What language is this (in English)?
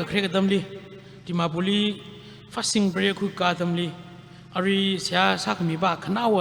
Tangkhul Naga (India)